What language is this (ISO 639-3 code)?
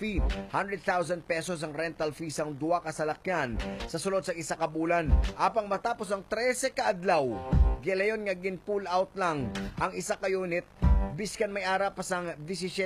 hil